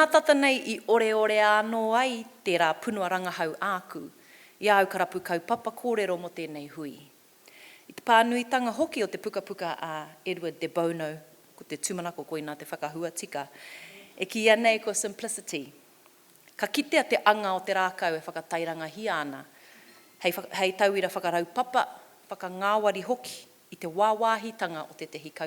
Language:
Māori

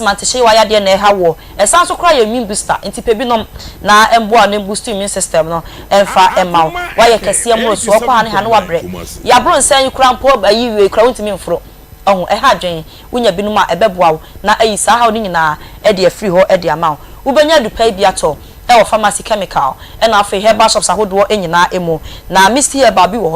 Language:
Akan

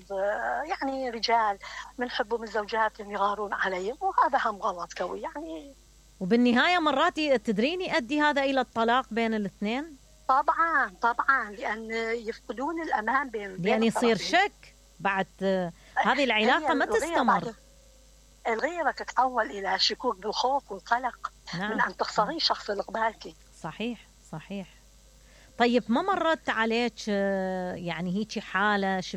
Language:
Mesopotamian Arabic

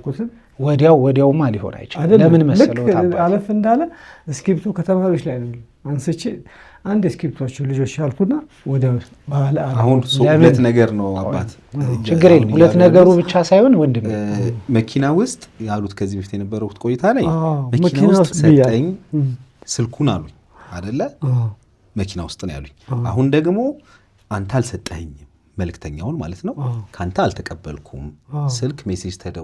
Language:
Amharic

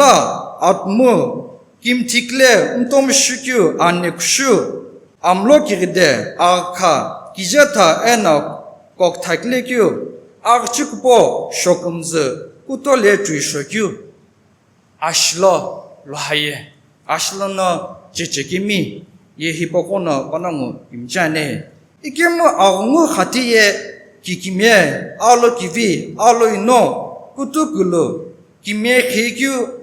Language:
Sumi Naga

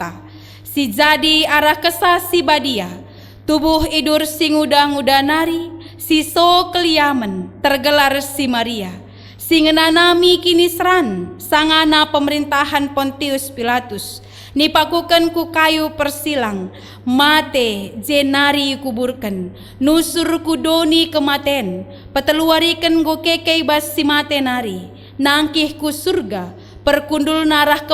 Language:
Batak Karo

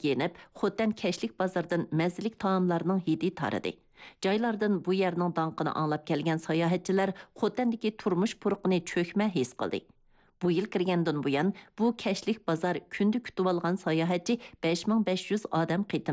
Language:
Uyghur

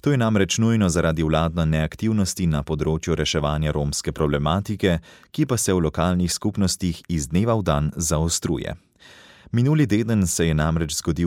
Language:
Slovenian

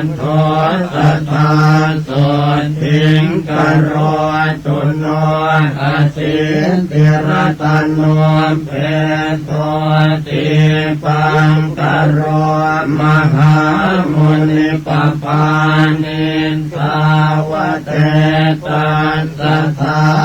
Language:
Pali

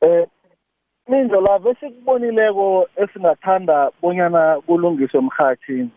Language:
South Ndebele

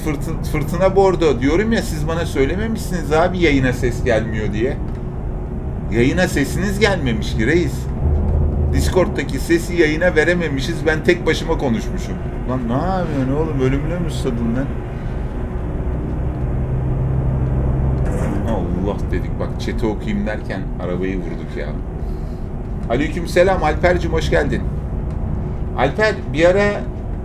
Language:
Turkish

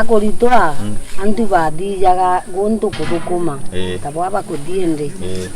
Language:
Meru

